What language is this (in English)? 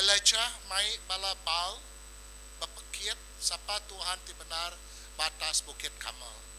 Iban